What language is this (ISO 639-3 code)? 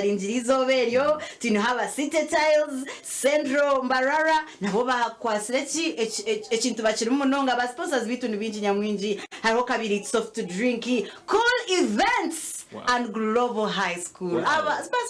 nyn